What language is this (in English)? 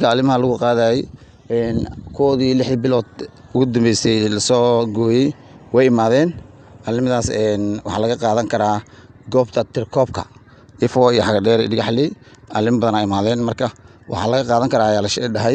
Somali